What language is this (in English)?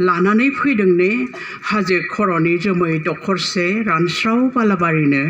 Bodo